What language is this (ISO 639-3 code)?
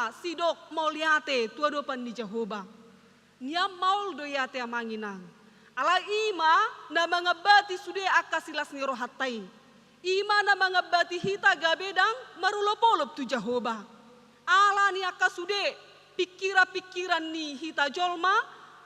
bbc